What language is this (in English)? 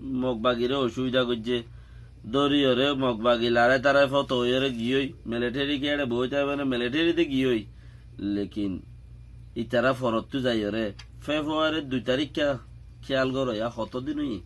Rohingya